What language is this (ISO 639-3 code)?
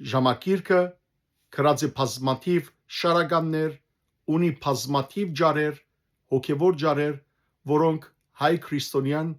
hyw